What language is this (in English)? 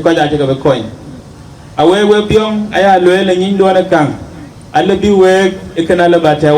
Dinka